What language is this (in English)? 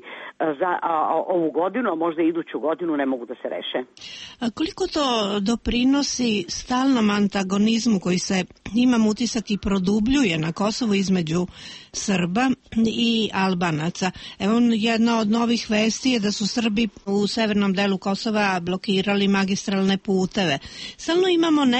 Serbian